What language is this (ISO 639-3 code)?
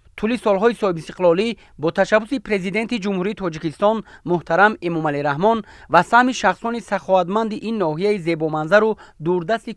tgk